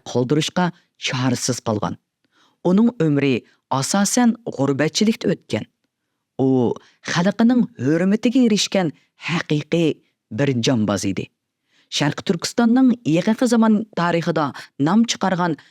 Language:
Uyghur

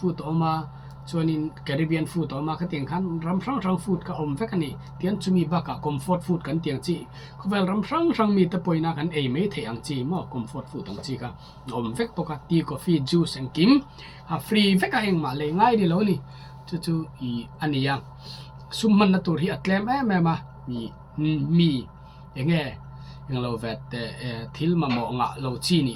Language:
Mizo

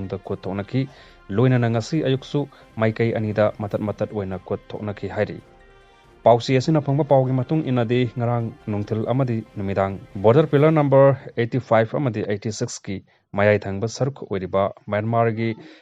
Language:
Manipuri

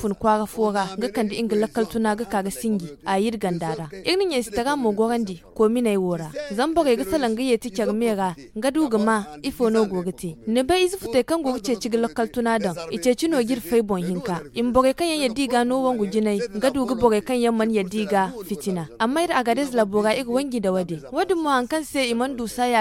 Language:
Zarma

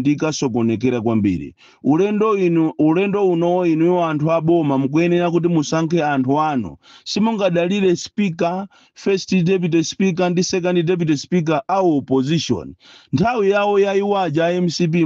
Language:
Nyanja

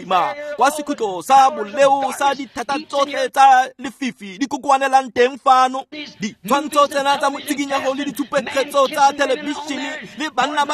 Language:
Tswana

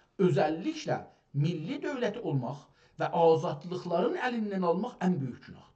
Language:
South Azerbaijani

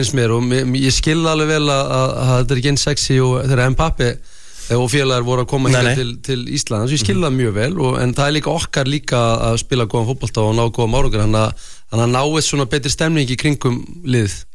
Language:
Icelandic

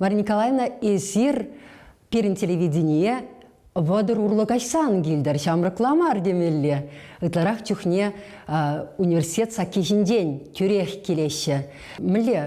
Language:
Chuvash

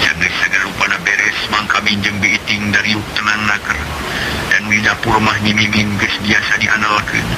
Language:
Sundanese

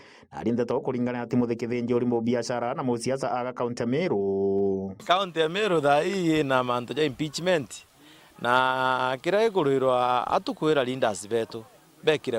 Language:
Meru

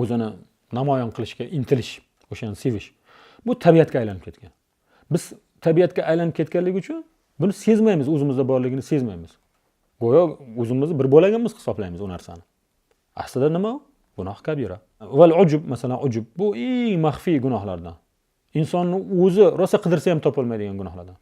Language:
Uzbek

